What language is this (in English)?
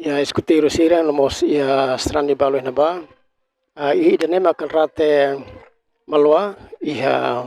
Tetum